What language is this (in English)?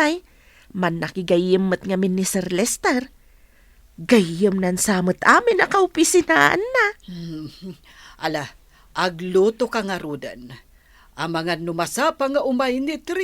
Iloko